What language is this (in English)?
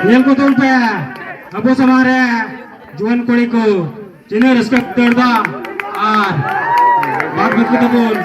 Santali